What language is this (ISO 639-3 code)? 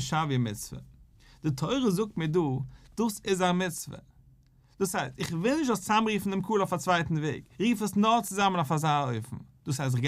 yid